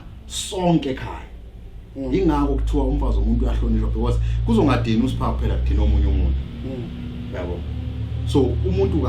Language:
Zulu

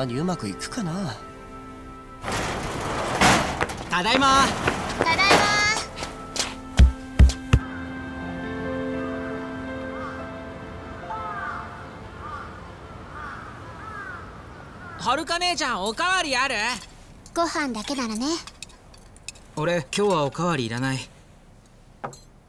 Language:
Japanese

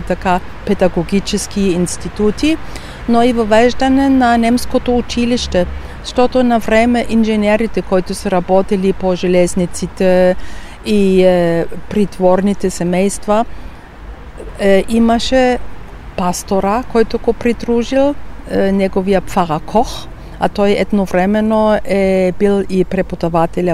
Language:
Bulgarian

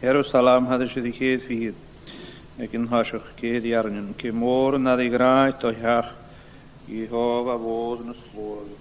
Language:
Scottish Gaelic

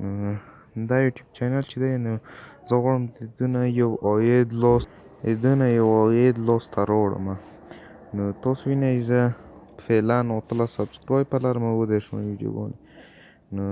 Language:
Pashto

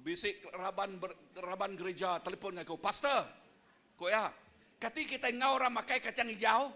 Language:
Iban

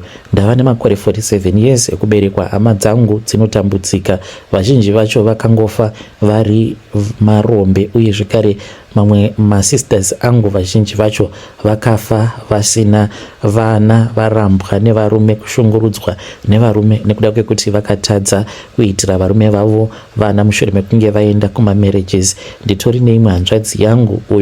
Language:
Shona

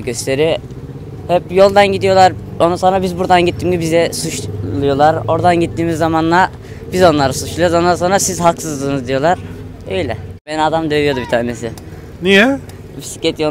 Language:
Turkish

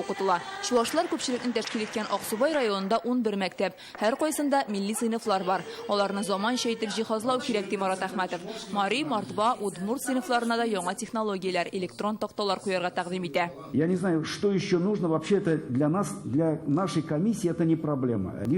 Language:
Tatar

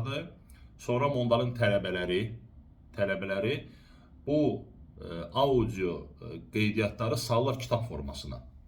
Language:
Azerbaijani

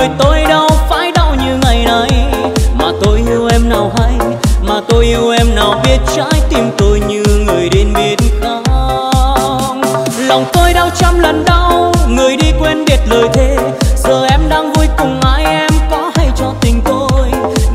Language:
Vietnamese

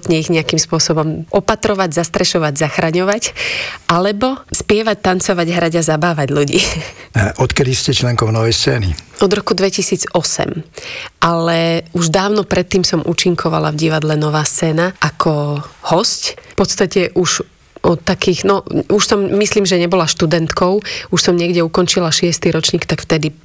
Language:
Slovak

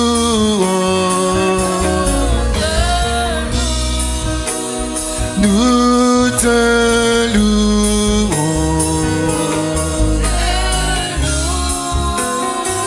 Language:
French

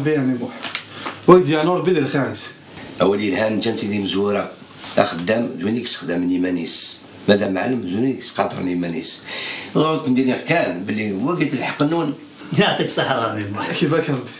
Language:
Kabyle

